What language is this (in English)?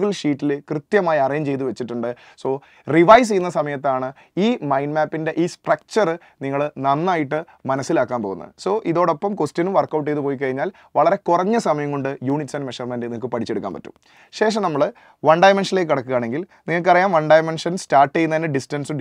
Malayalam